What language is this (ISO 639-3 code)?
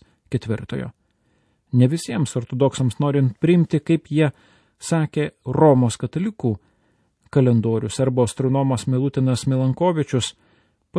lit